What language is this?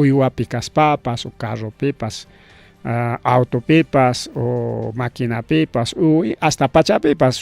Ayacucho Quechua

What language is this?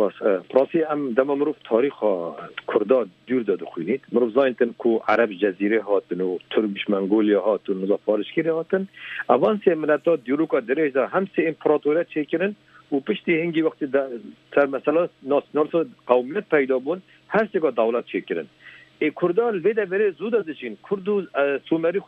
Kurdish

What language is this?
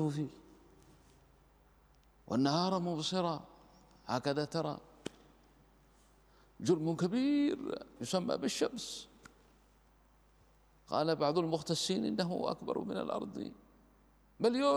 Arabic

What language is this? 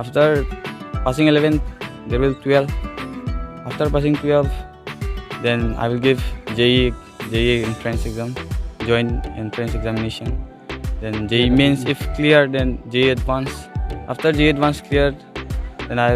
Karbi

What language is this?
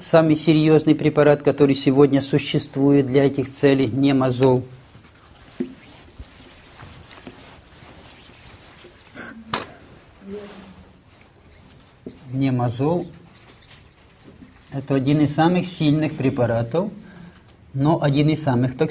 Russian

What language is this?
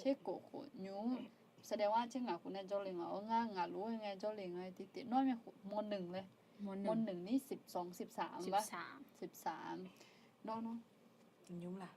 Akha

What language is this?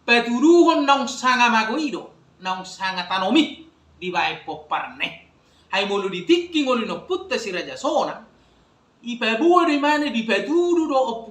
Batak Toba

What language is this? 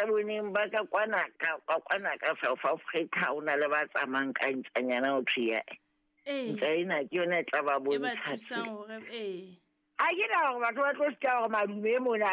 Southern Sotho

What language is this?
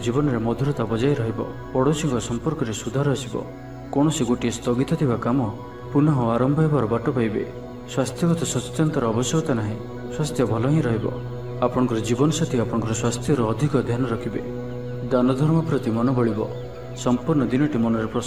Odia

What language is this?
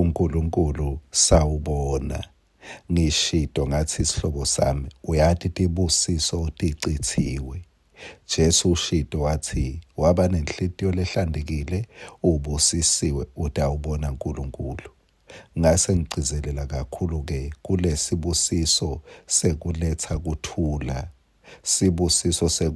Swati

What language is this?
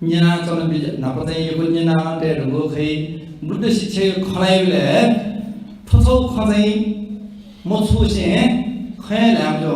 Newari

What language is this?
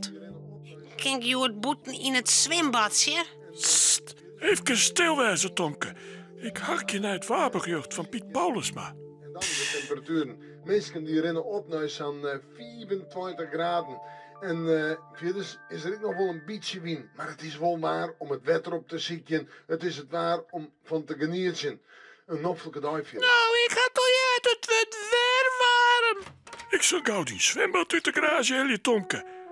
Western Frisian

